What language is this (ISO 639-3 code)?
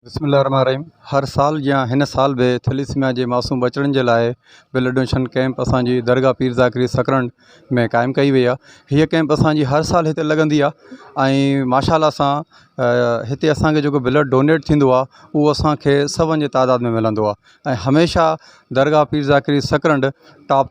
snd